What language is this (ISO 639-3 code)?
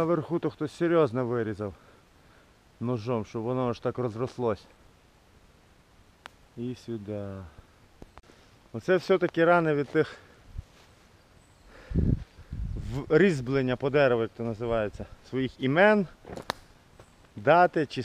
ukr